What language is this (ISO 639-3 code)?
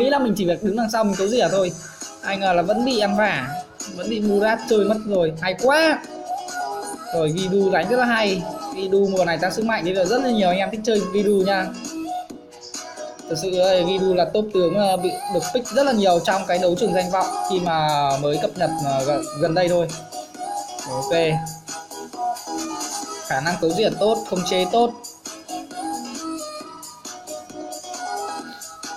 vie